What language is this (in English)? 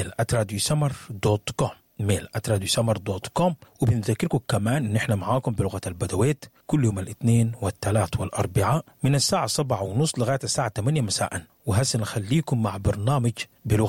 Sudanese Arabic